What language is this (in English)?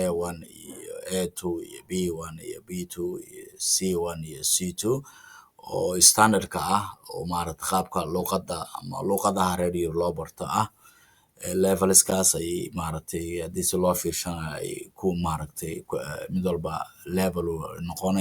Somali